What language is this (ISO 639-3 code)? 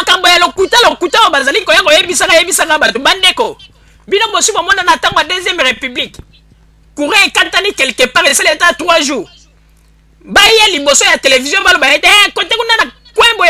lin